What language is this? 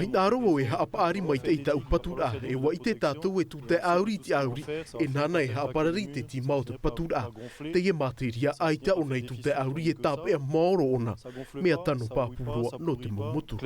Tahitian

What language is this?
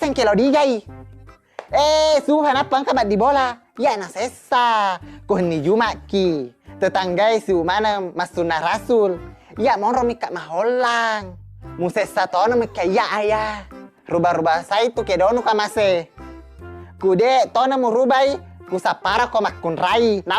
Buginese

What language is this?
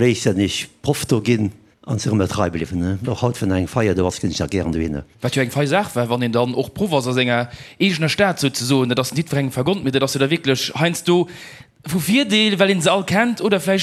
Luxembourgish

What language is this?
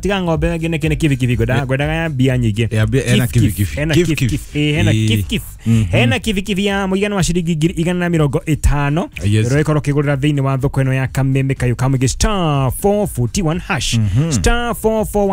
Kikuyu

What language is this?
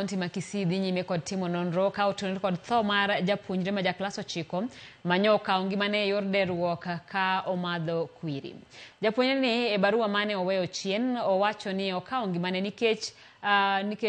Luo (Kenya and Tanzania)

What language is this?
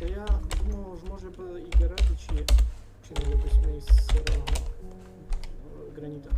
Rusyn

